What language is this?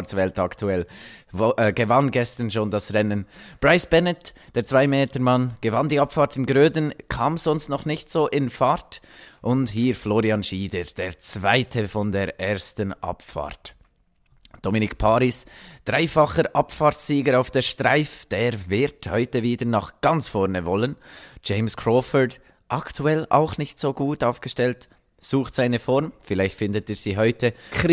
Swiss German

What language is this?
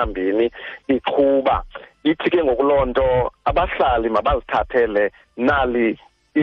Xhosa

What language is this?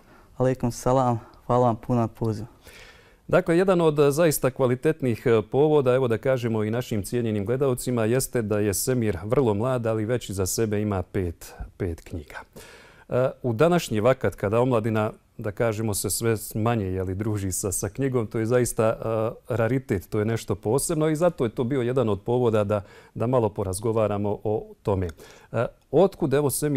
Bosnian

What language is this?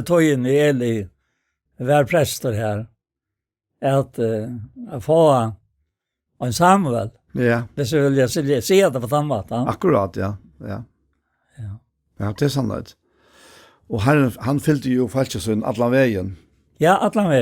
Faroese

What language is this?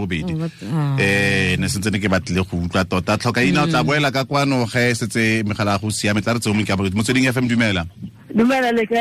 Tswana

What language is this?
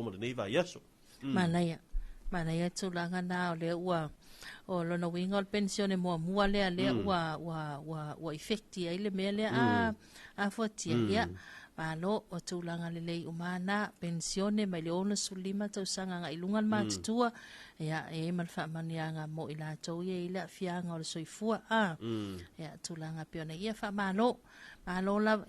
Samoan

